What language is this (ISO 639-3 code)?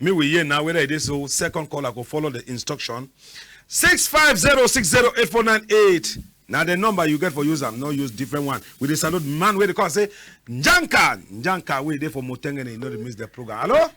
wes